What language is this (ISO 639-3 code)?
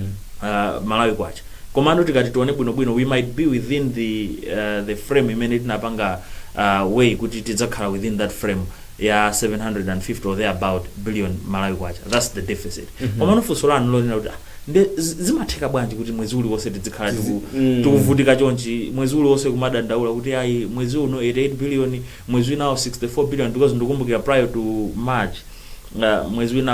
nya